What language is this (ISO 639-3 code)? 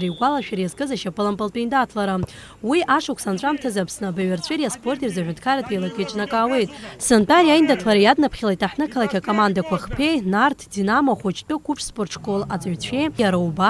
abk